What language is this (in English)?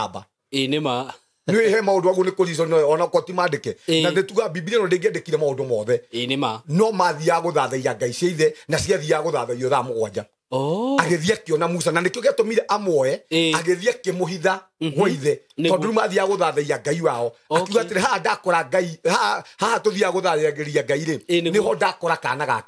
Kikuyu